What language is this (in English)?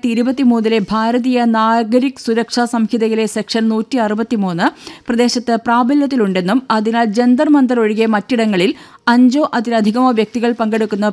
Malayalam